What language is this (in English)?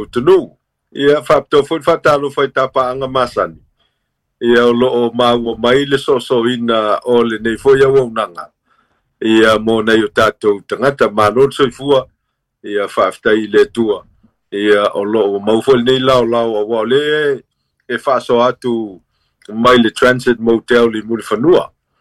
Samoan